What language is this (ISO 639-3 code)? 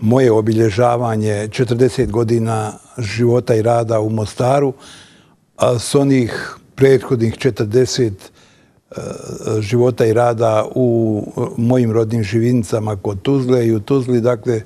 bos